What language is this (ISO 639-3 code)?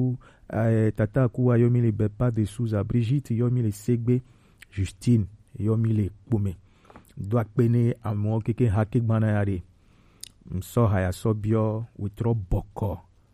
gej